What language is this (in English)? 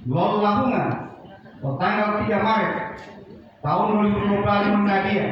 Gorontalo